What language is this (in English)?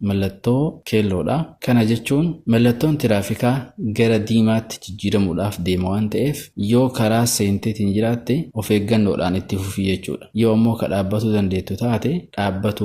Oromo